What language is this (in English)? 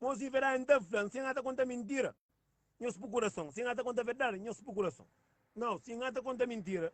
Kabuverdianu